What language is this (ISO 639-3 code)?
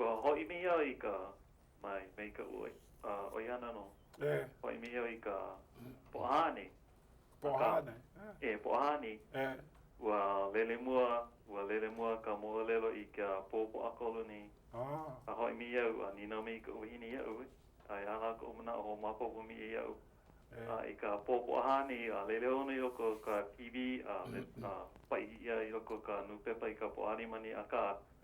haw